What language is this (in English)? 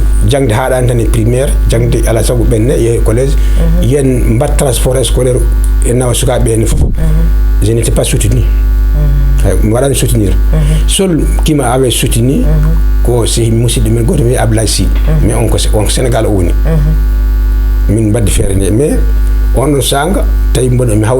Fula